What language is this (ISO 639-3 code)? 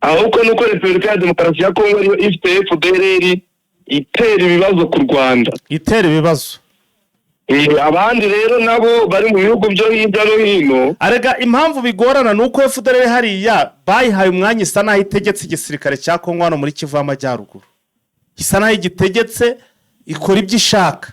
kin